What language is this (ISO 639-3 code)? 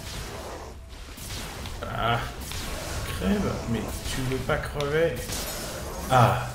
fra